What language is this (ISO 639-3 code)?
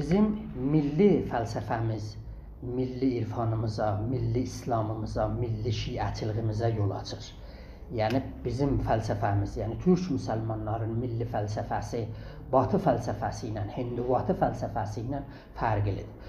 azb